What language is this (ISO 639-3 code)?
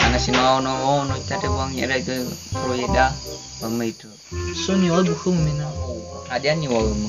nia